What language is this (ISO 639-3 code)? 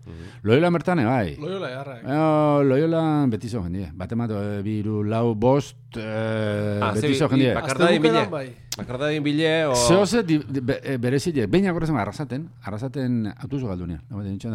eus